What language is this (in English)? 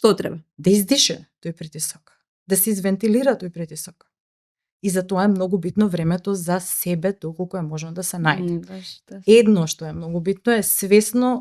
Macedonian